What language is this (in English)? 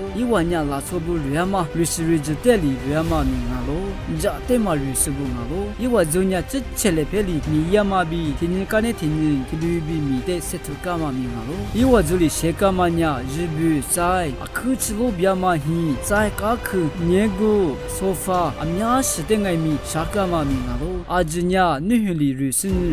Lisu